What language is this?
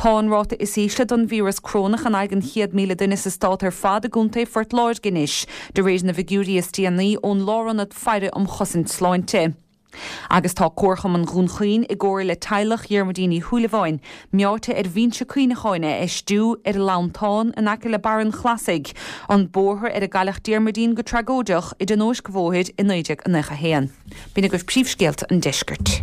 Irish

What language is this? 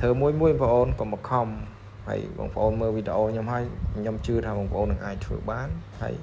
Khmer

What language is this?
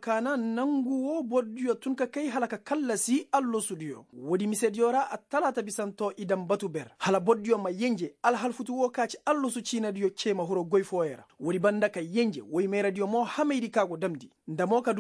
Koyraboro Senni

